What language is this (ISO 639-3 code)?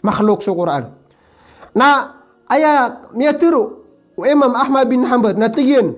mrw